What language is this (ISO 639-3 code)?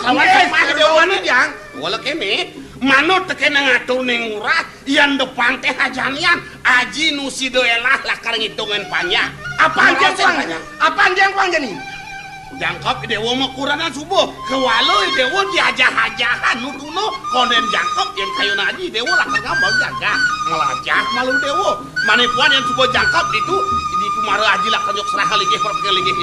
ban